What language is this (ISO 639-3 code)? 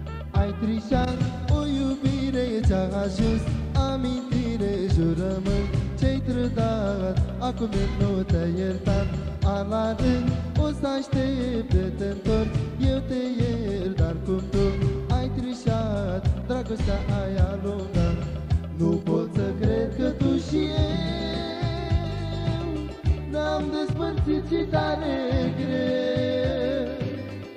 ron